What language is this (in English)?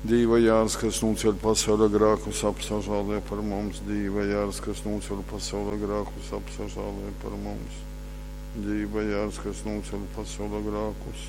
Latgalian